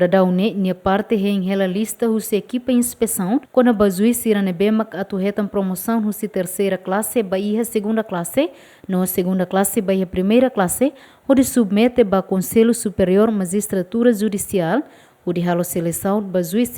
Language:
Tetum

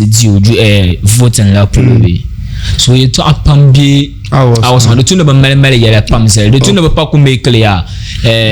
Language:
Dagbani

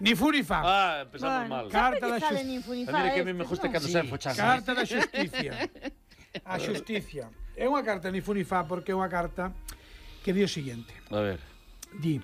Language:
Galician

